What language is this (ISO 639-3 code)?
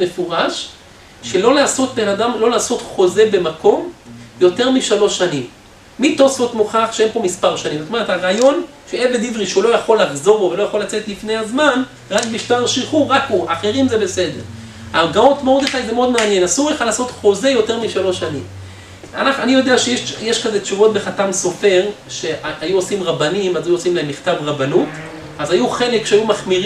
heb